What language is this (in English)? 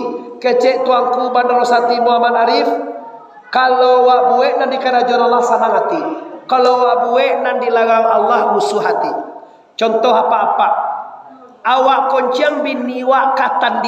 Minangkabau